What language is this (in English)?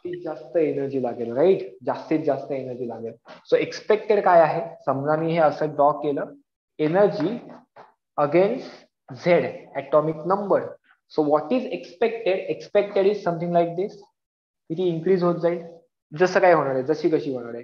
Marathi